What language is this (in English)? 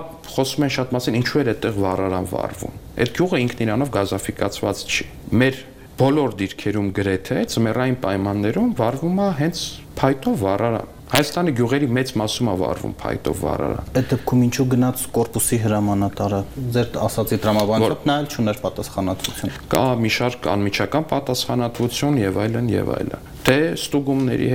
Armenian